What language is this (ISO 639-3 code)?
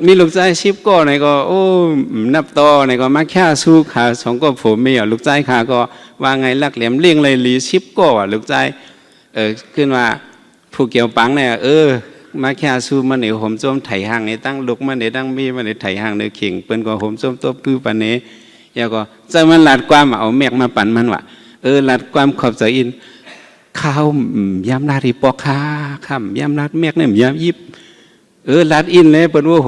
shn